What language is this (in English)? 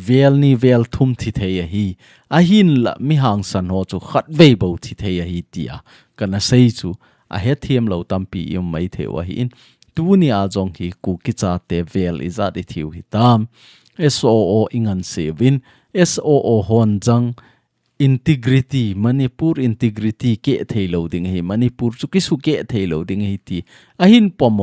Thado Chin